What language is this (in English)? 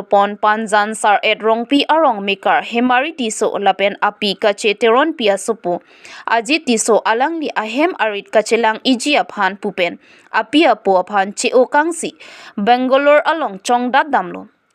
Karbi